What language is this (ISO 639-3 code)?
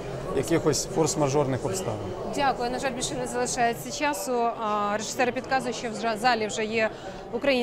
ukr